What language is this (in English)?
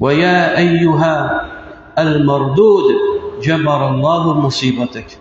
Kabyle